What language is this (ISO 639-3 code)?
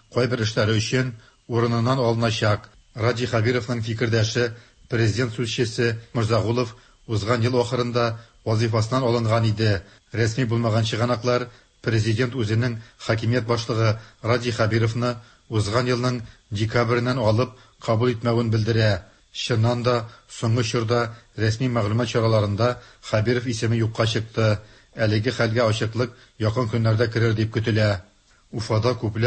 tat